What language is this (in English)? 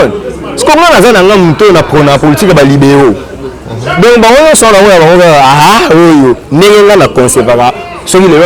Lingala